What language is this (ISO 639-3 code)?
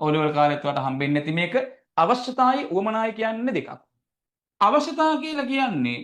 sin